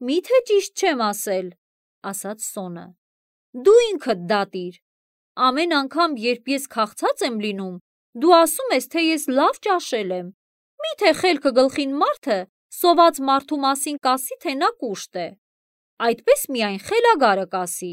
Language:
Armenian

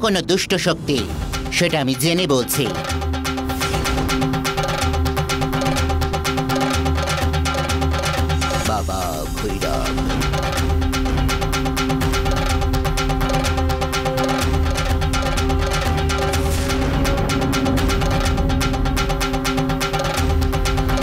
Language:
Bangla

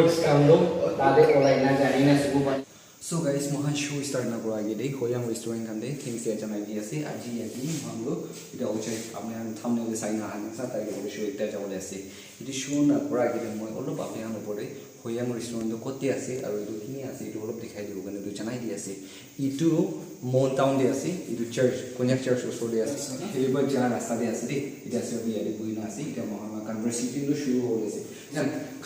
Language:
Naga Pidgin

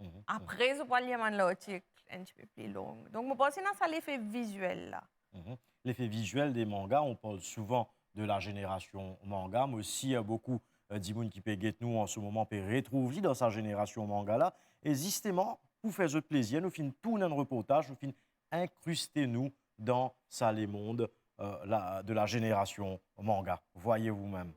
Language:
Morisyen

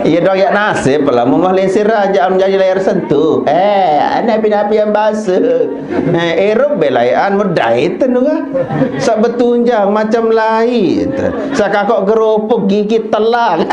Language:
Sasak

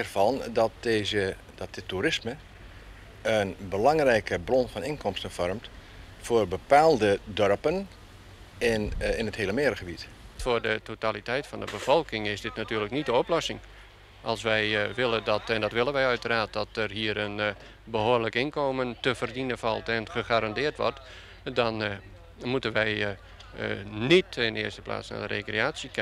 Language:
Western Frisian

